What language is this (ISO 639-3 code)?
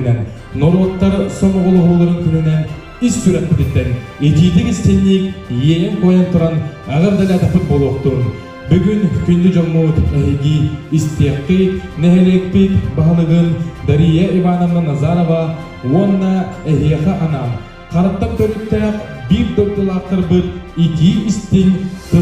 sah